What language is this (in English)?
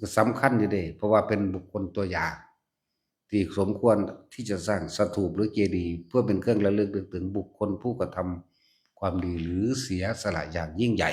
Lao